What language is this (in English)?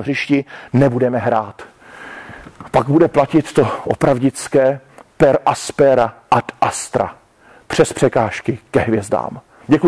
Czech